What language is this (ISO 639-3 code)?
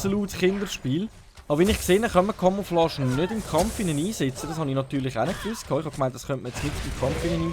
gsw